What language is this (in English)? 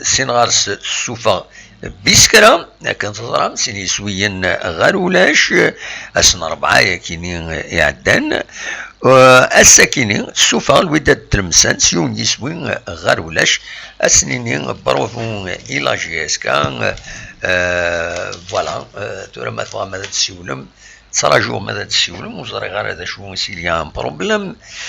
Kabyle